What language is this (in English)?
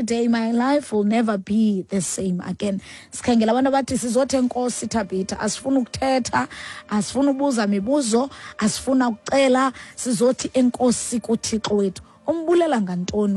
Xhosa